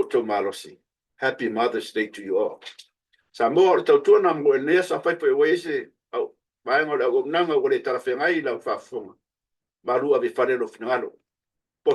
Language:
Samoan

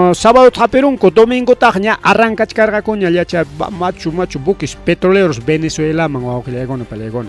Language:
Ayacucho Quechua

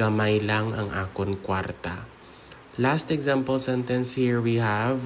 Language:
Hiligaynon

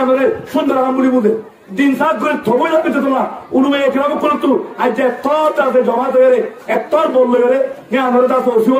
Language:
Rohingya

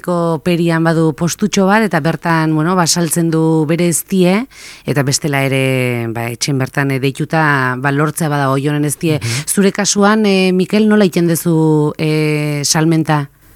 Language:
Basque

